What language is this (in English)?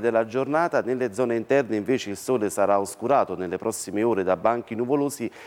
Italian